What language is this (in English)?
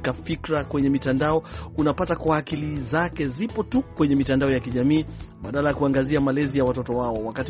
Swahili